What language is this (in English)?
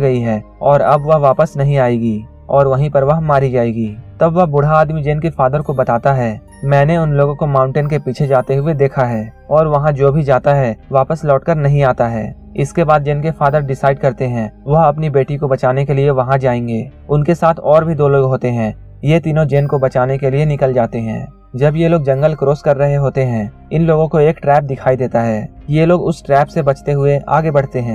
Hindi